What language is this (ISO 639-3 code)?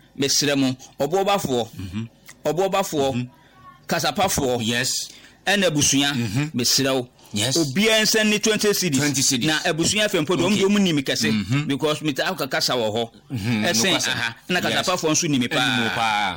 aka